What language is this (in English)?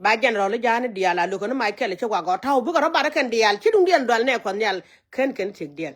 Nuer